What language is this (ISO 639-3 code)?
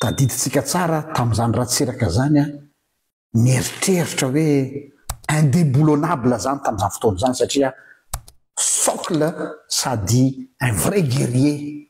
mlg